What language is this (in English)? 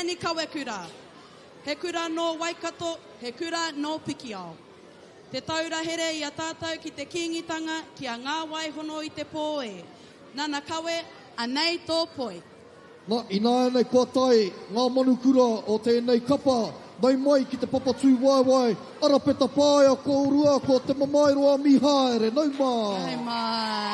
Māori